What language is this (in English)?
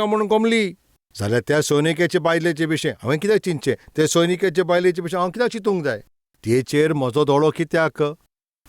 Konkani